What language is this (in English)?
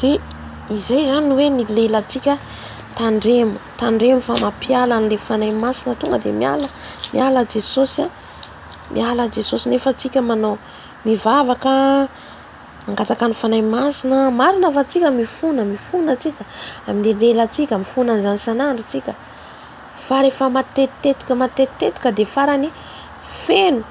Malagasy